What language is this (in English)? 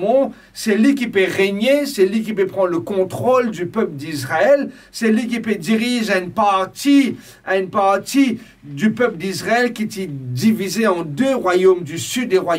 Morisyen